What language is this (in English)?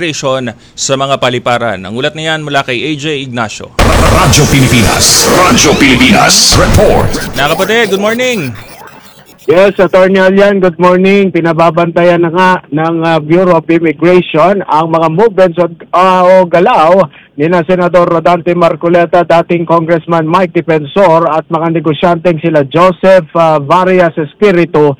Filipino